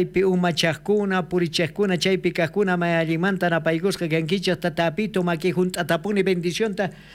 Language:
South Bolivian Quechua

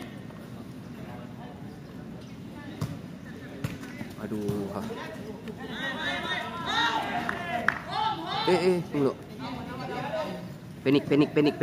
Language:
Malay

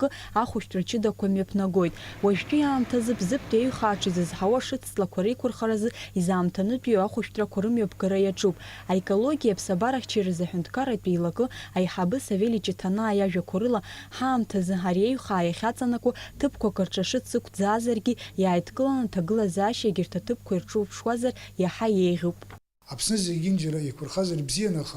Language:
Abkhazian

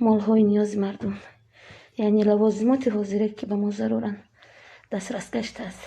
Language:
Tajik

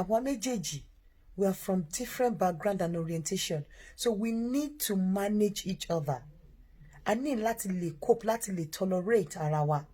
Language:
Yoruba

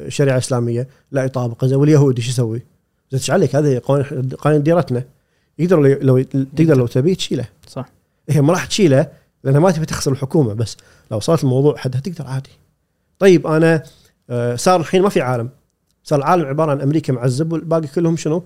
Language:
Gulf Arabic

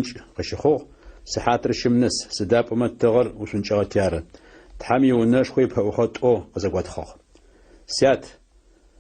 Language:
Adyghe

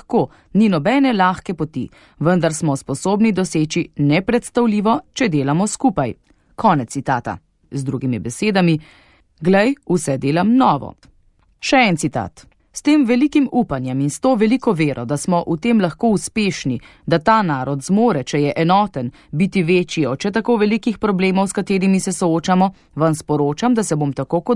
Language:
Slovenian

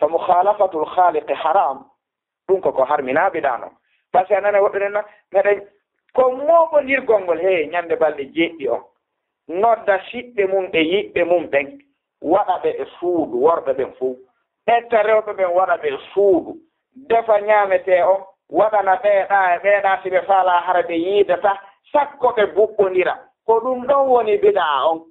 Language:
Fula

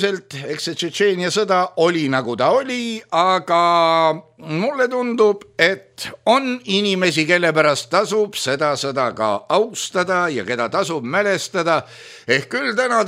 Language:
Estonian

